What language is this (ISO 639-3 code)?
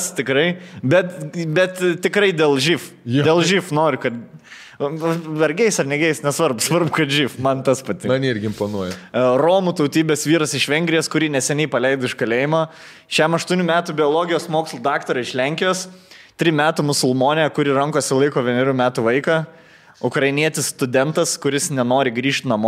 lit